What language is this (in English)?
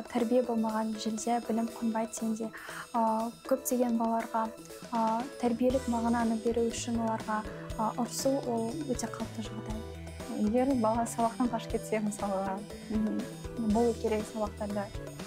Kazakh